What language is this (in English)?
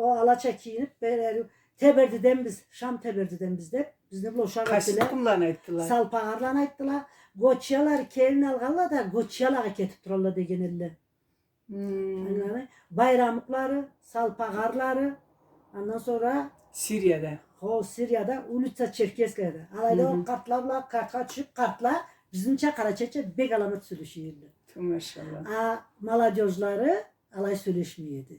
Karachay-Balkar